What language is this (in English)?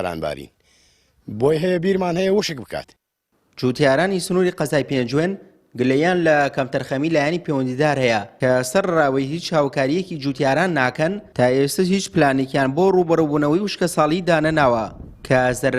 Central Kurdish